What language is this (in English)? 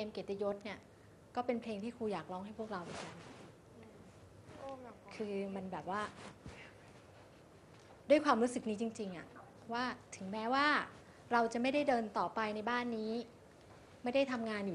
Thai